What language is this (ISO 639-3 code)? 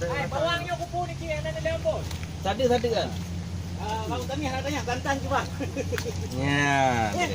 ace